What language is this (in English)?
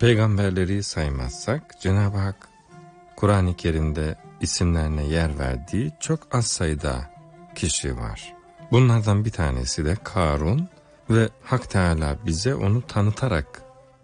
Turkish